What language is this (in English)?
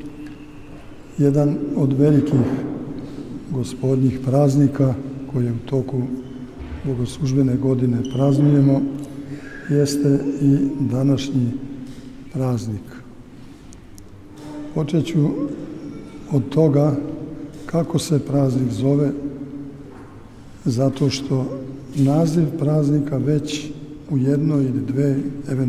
Serbian